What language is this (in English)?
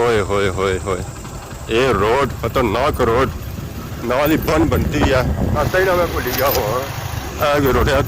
Pahari-Potwari